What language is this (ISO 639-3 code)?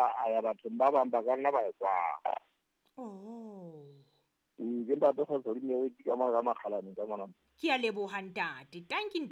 sot